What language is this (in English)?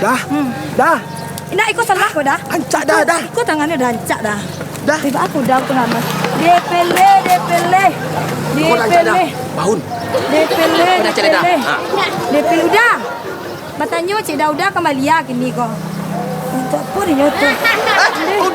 Minangkabau